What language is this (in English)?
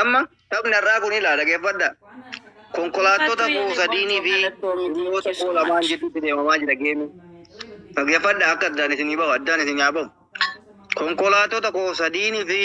Oromo